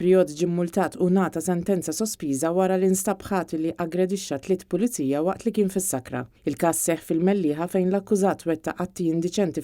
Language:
Maltese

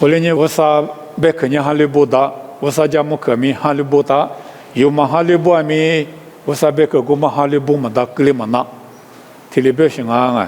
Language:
Lisu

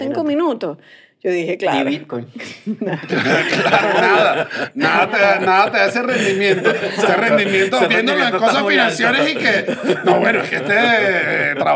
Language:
Spanish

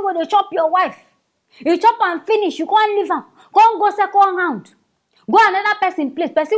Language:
Nigerian Pidgin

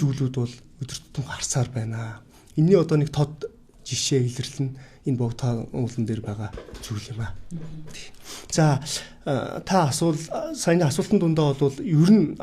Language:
Mongolian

